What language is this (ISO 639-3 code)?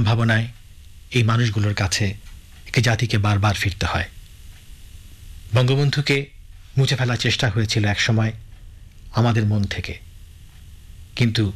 ben